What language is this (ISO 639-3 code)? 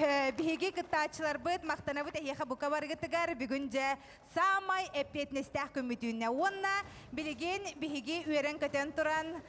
sah